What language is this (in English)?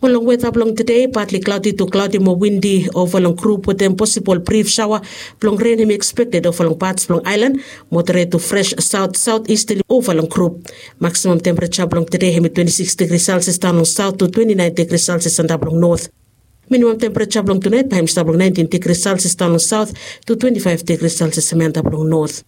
Bislama